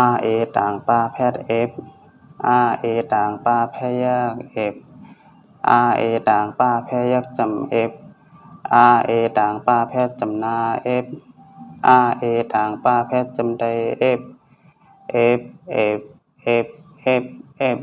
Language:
Shan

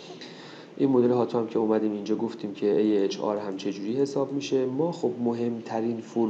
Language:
Persian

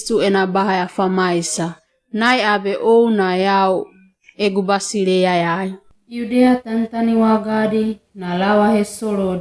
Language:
Wagawaga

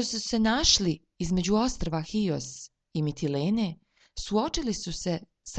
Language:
Serbian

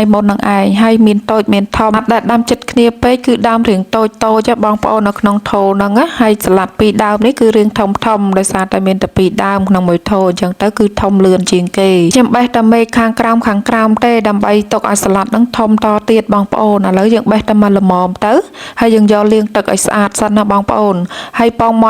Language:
Khmer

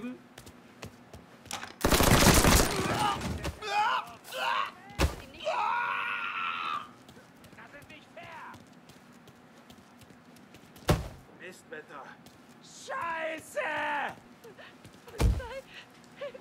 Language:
German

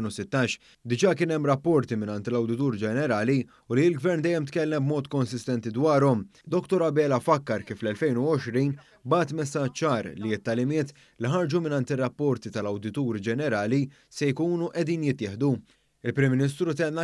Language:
Maltese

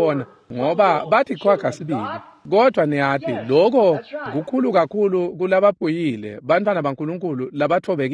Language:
Swati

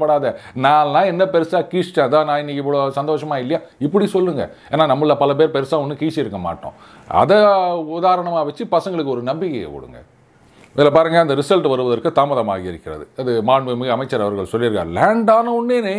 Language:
Tamil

